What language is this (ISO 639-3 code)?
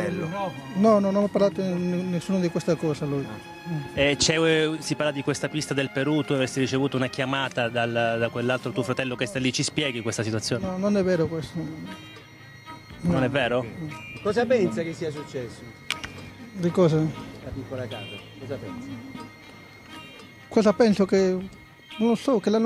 ita